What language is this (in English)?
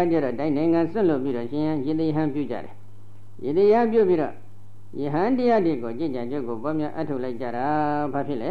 Burmese